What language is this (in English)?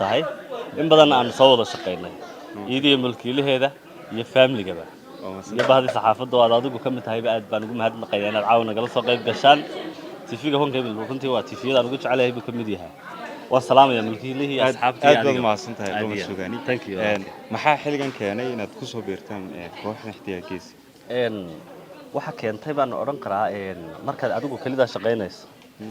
Somali